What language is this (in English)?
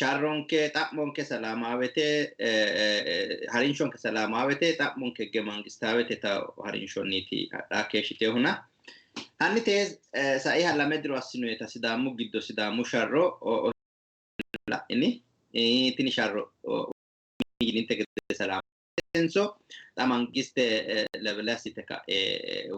Sidamo